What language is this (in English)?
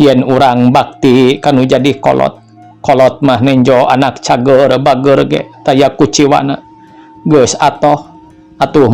Sundanese